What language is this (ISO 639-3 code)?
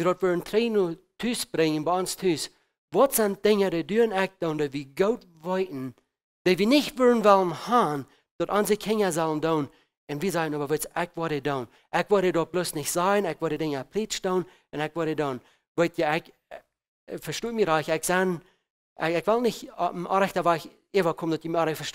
pdt